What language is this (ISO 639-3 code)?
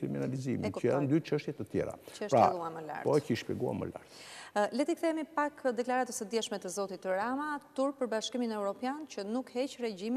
sqi